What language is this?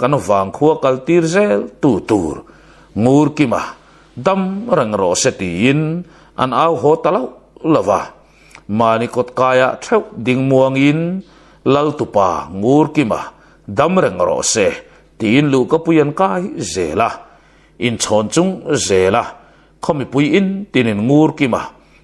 Mizo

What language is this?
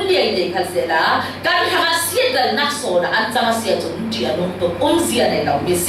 Falam Chin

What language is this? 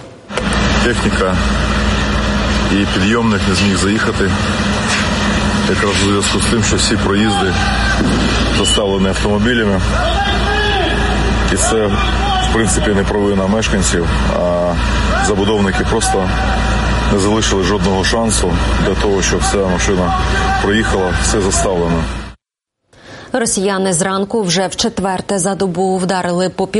Ukrainian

